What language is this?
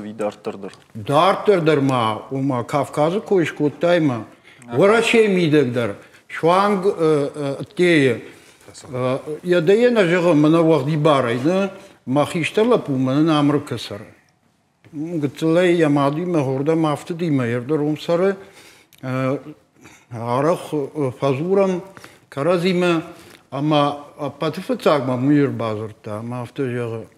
Ossetic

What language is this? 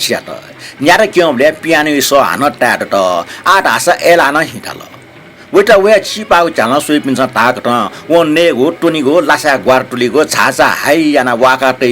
Newari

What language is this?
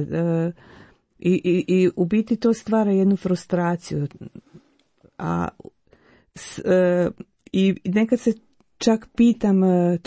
Croatian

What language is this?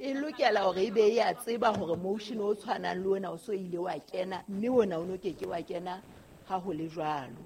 Southern Sotho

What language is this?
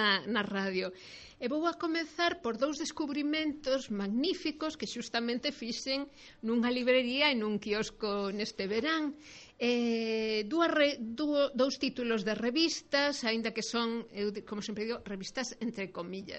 Galician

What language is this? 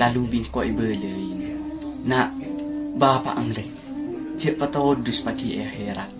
Madurese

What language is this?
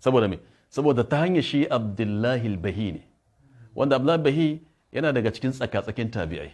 Hausa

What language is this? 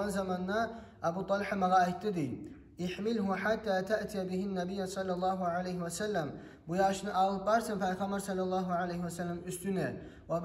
Kumyk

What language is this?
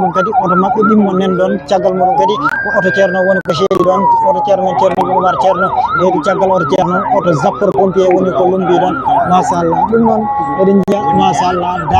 Fula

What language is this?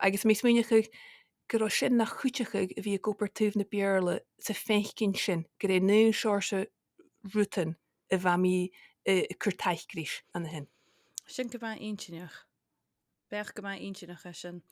Scottish Gaelic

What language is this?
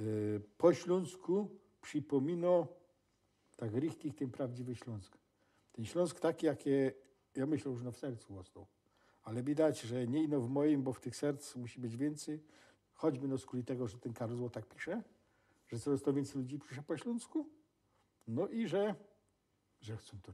Silesian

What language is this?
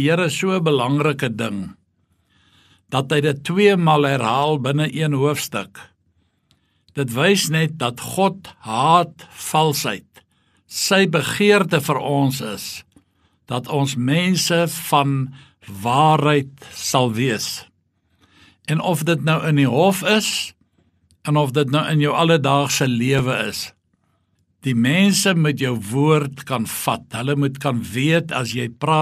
Afrikaans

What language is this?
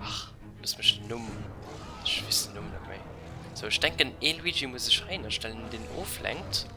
Luxembourgish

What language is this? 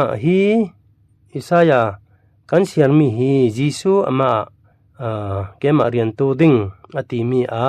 Falam Chin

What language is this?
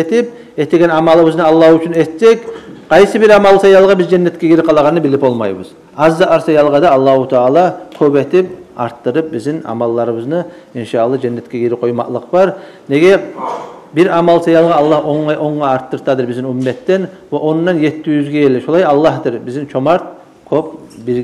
Kumyk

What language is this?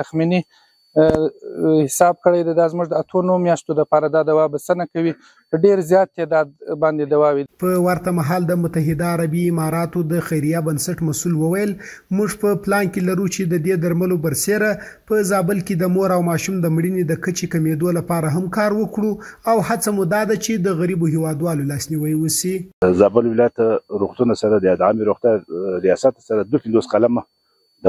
Pashto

